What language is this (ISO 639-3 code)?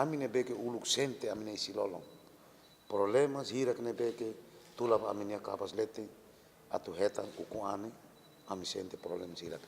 tet